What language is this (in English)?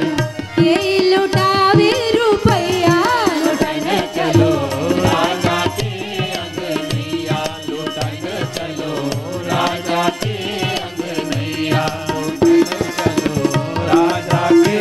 Bhojpuri